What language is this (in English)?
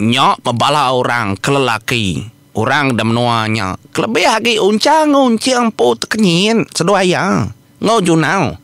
Iban